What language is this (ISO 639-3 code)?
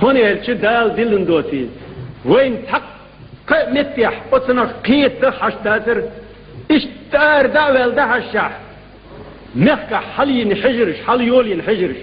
che